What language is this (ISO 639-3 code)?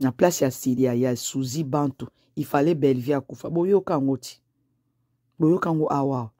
lin